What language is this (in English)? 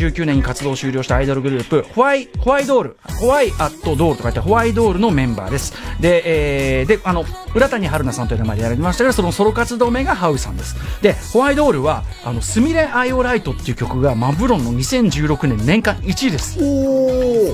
Japanese